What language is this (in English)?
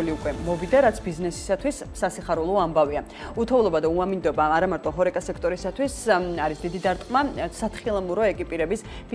Georgian